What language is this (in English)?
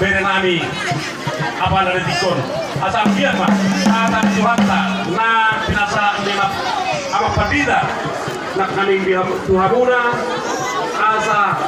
Batak Toba